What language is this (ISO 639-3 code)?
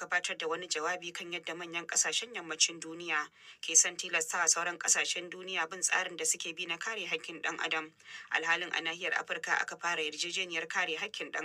hau